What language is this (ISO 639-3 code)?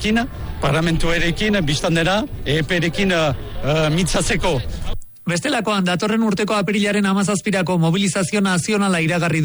eus